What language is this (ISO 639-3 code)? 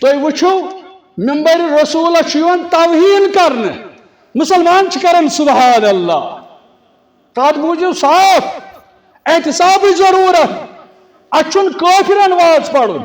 kas